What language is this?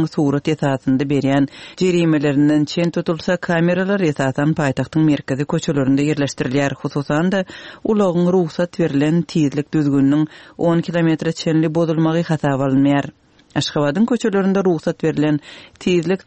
Turkmen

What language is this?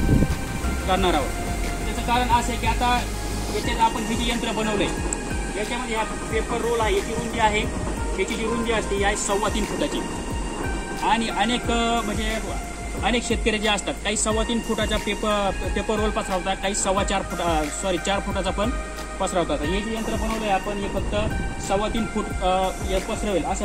Marathi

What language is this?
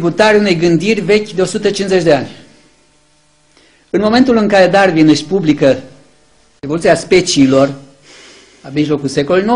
Romanian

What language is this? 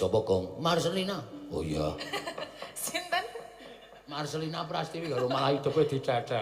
Javanese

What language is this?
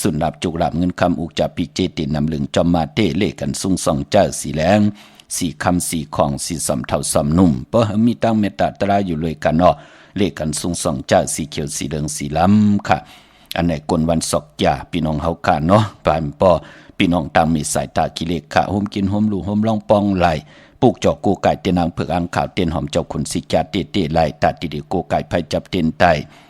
Shan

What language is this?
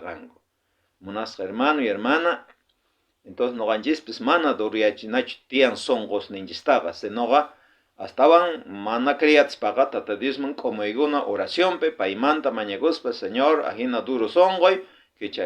South Bolivian Quechua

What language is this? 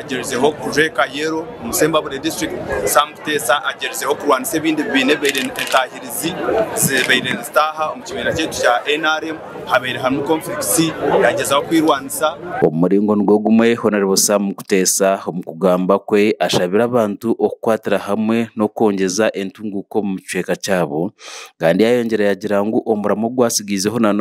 Nyankole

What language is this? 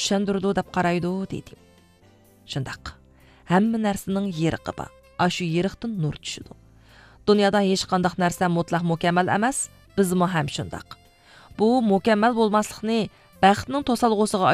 Uyghur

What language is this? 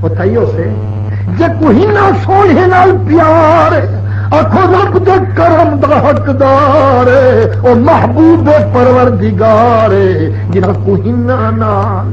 Saraiki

